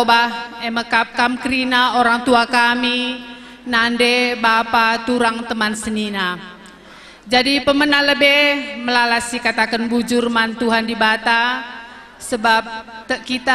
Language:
Batak Karo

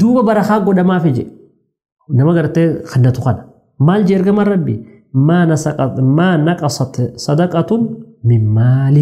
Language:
Oromo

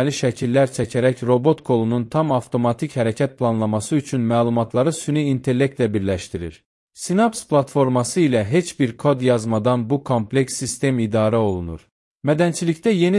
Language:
Azerbaijani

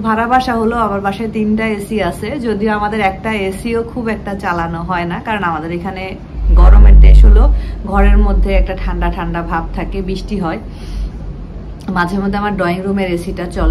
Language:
Bangla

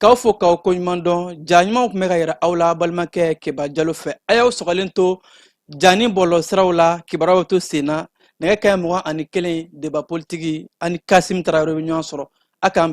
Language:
Bambara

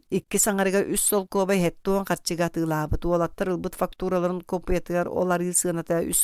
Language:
Yakut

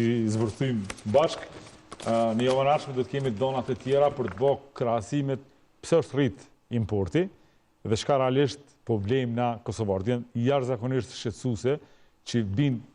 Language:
Albanian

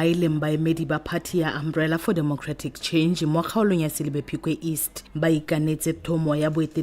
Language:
Tswana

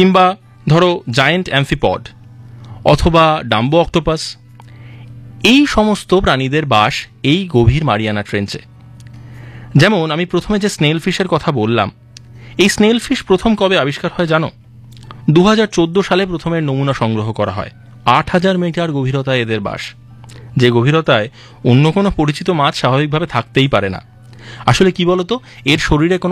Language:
Bangla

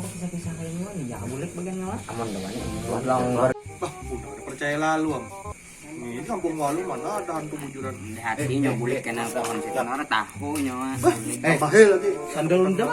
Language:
Banjar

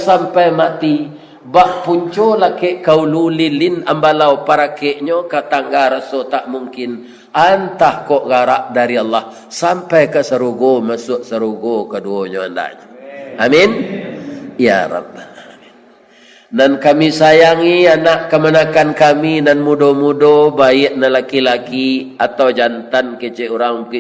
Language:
Minangkabau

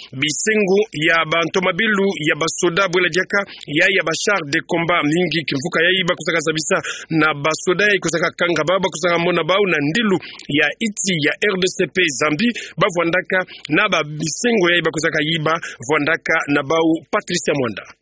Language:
Kituba (Democratic Republic of Congo)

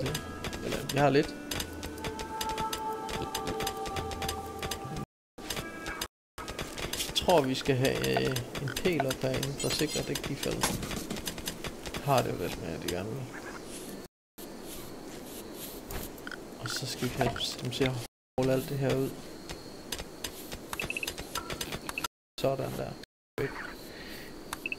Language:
Danish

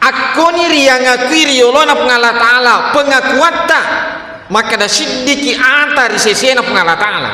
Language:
Buginese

